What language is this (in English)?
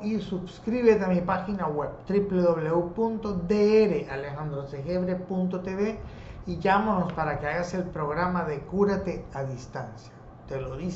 Spanish